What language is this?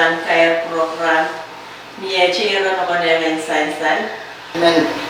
Pohnpeian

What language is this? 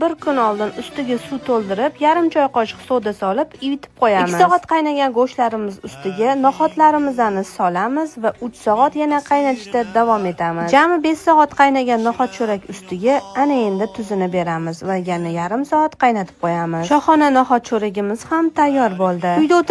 Uzbek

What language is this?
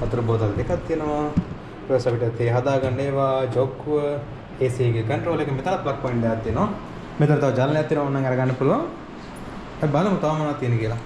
Sinhala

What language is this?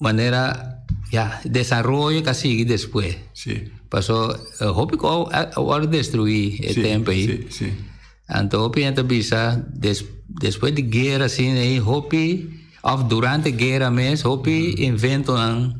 Papiamento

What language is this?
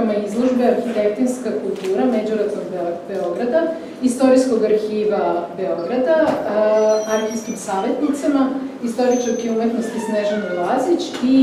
Serbian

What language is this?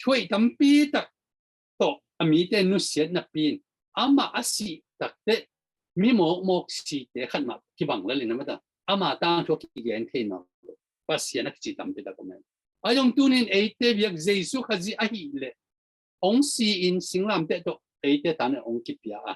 Tedim Chin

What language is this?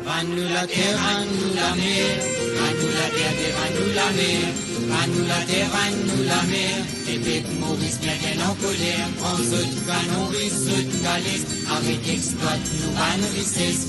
Morisyen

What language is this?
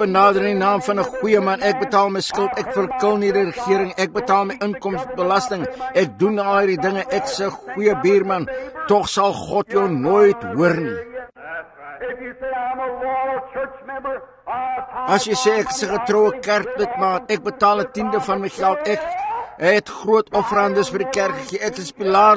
Afrikaans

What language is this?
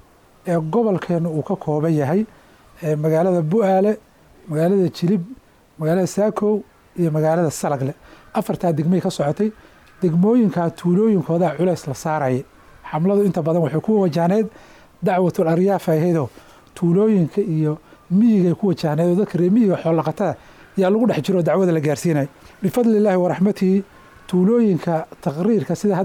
Somali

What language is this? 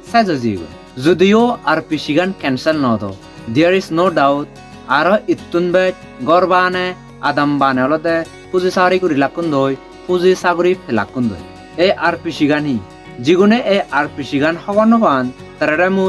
Chakma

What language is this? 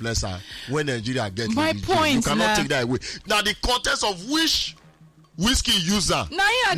Nigerian Pidgin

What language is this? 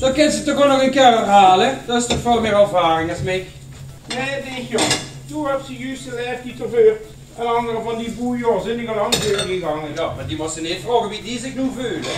Limburgish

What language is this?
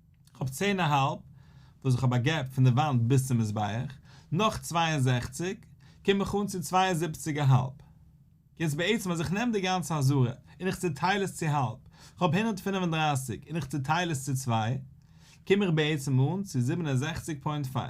Yiddish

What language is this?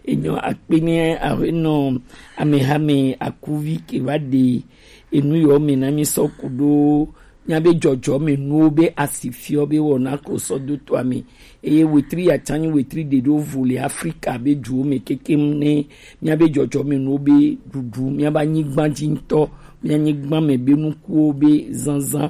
Gen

